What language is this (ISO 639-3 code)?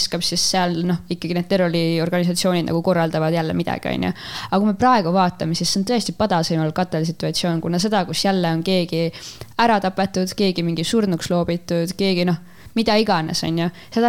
est